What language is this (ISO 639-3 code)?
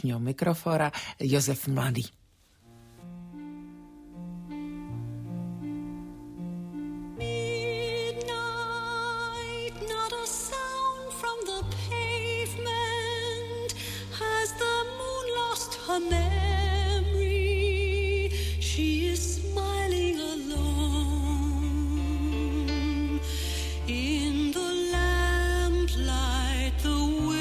ces